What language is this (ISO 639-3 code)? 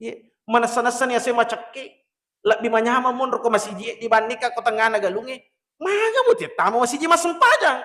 bug